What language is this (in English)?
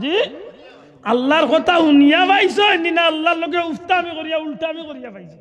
Sylheti